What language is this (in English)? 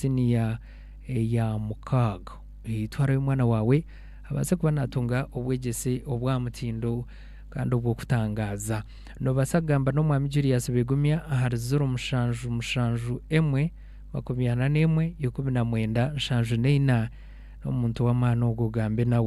Nyankole